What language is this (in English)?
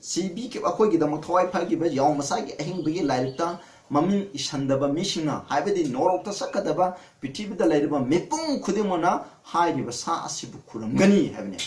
Manipuri